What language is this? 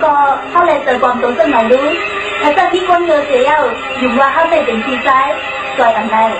Shan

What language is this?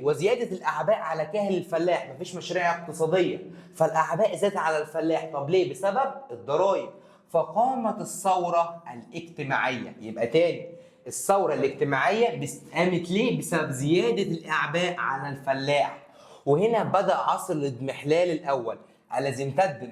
Egyptian Arabic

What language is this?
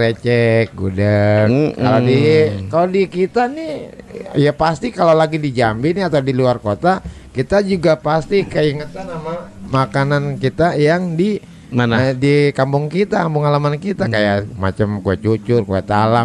Betawi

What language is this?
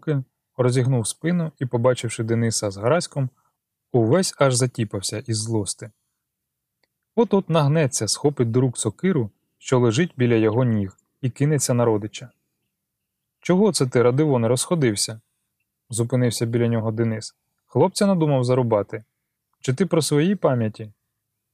Ukrainian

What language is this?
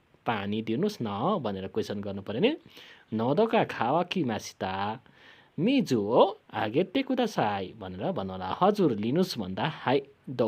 Nepali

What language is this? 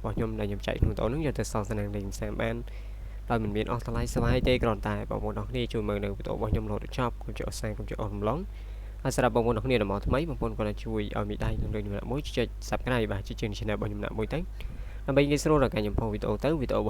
Khmer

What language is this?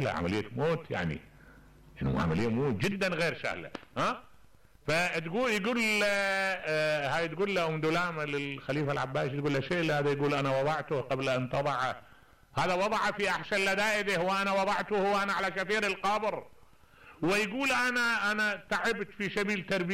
Mesopotamian Arabic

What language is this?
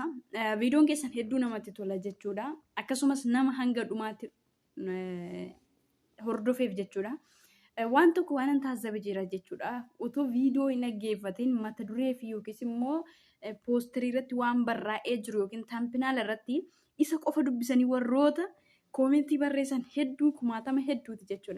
Oromo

